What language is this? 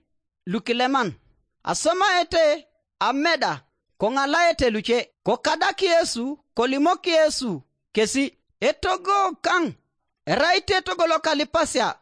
Teso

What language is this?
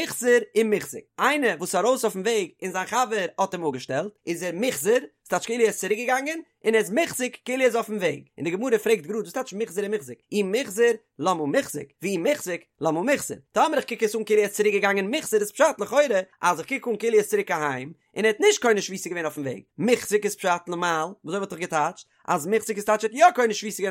Yiddish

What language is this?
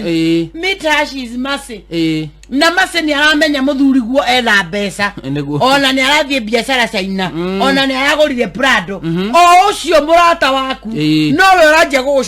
Kikuyu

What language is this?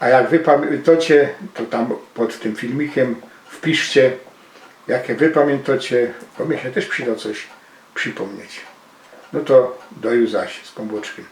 Silesian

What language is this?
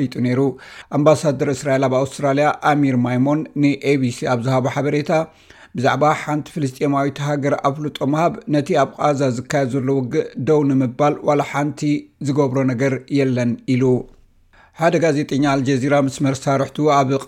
Tigrinya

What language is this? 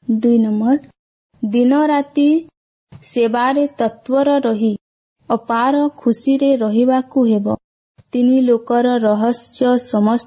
Odia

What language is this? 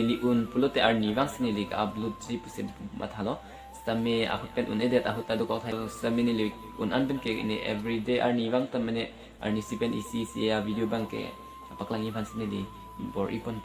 Karbi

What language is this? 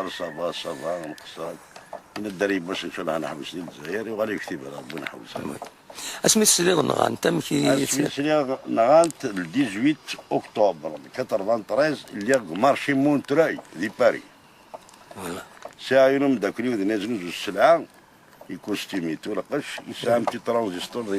Kabyle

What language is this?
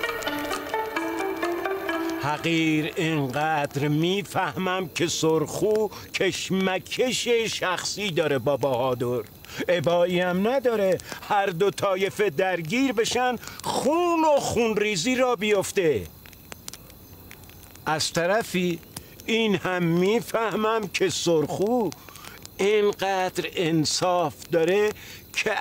Persian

